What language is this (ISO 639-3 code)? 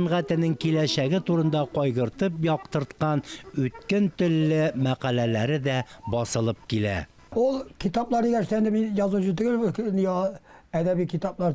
tat